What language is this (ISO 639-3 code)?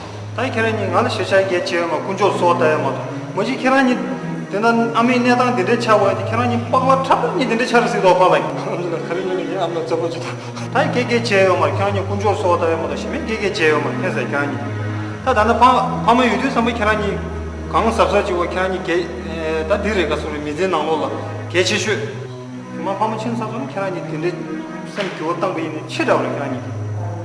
bod